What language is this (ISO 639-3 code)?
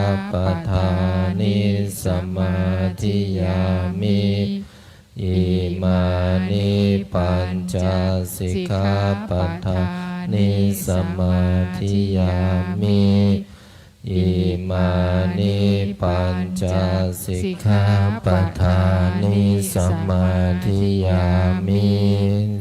pli